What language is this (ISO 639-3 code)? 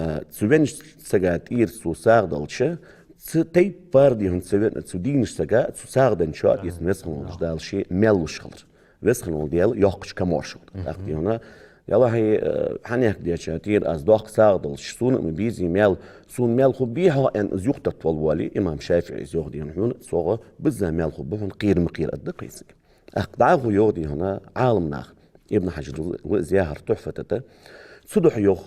inh